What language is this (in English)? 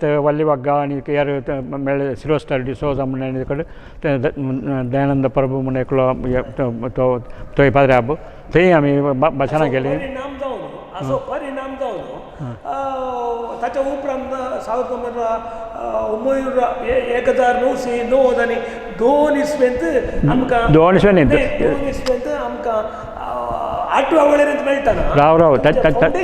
Konkani